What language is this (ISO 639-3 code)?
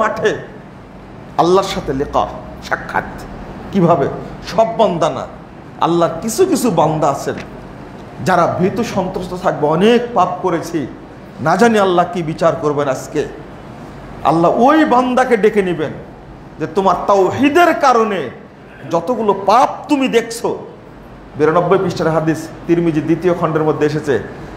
ben